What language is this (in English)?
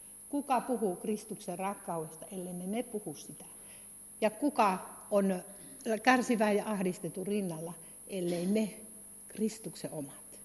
Finnish